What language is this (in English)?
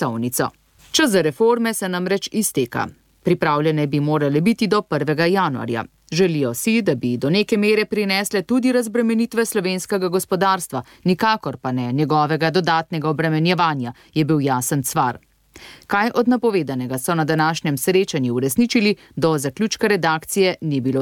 Slovenian